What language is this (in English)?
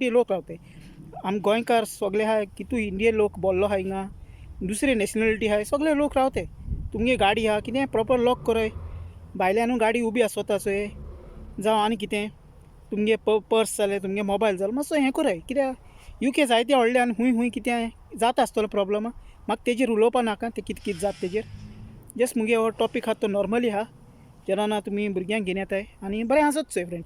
Konkani